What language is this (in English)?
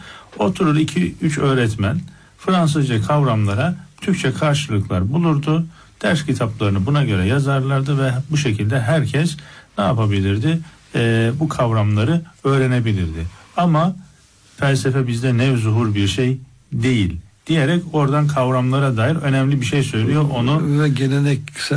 Turkish